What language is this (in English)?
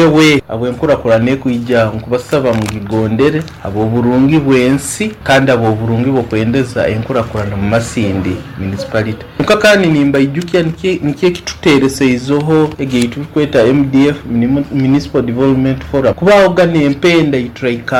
Nyoro